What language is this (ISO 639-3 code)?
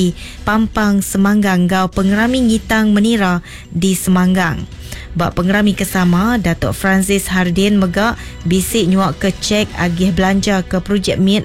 iba